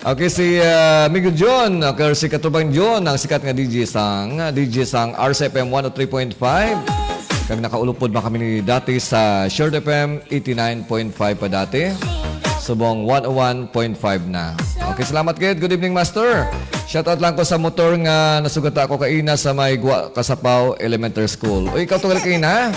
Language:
Hiligaynon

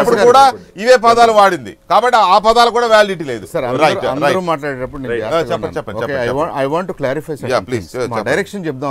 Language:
Telugu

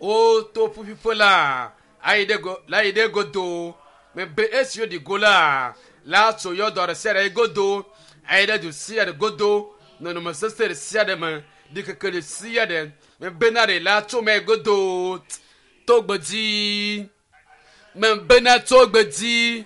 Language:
Ewe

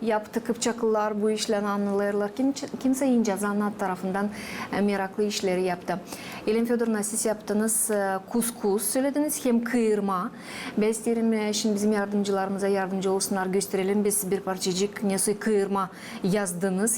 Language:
Gagauz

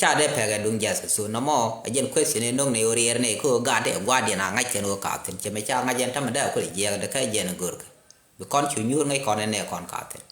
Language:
Nuer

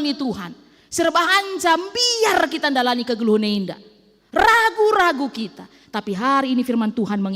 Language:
Batak Karo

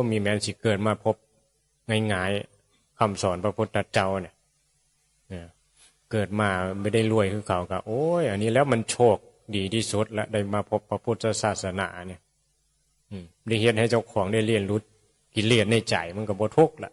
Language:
Northeastern Thai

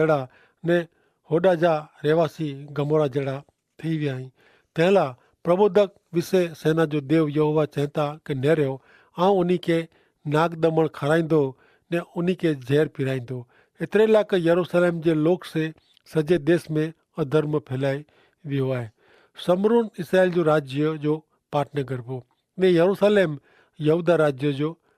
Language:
Kachhi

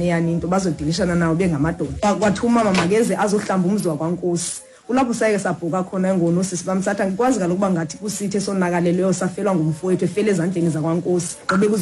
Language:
Xhosa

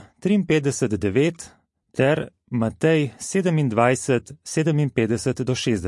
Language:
Slovenian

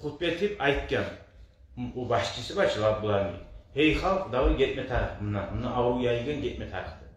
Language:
Kumyk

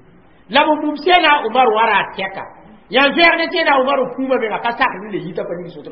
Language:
Mossi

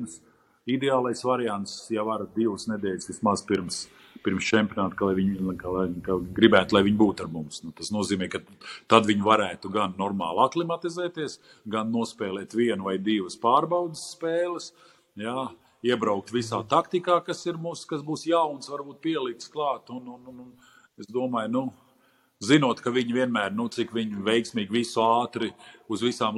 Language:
Latvian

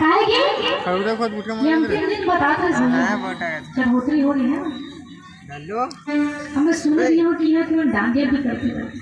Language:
Chhattisgarhi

